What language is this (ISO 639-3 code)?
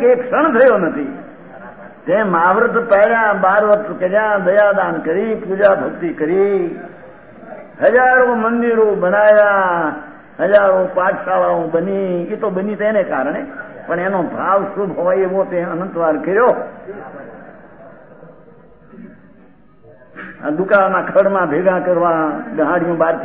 guj